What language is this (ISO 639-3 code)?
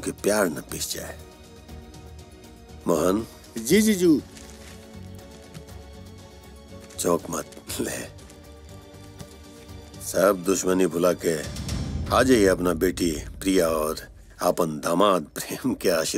bho